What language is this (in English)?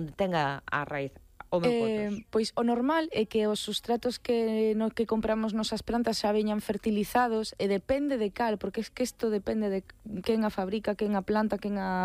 Galician